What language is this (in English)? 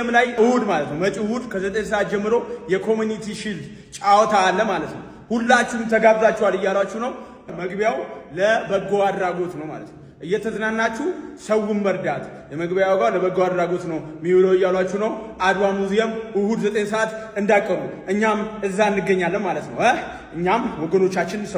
Amharic